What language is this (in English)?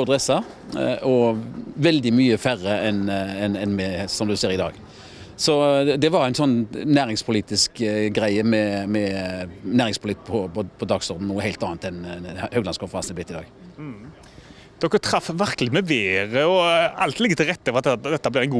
Norwegian